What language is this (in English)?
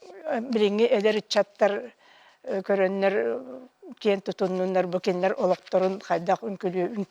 Yakut